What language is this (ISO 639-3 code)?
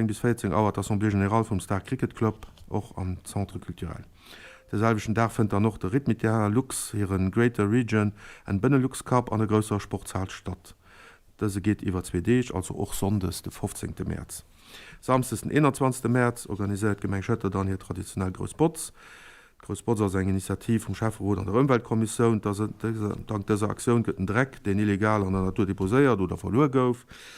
ltz